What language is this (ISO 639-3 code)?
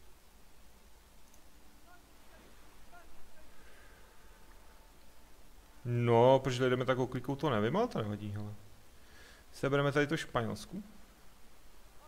ces